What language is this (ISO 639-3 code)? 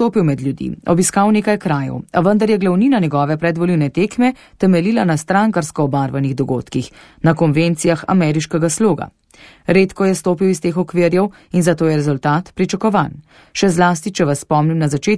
slv